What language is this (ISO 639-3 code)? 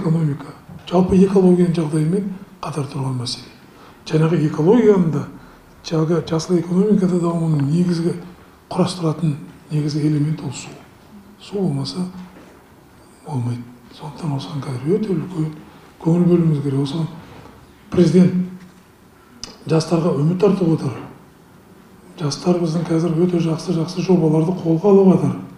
kaz